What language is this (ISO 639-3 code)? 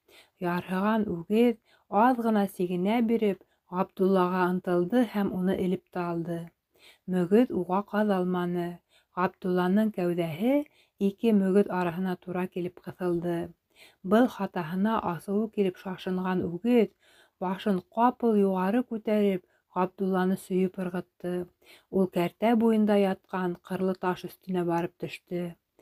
bak